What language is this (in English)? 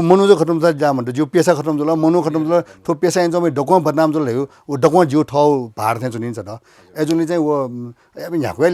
Newari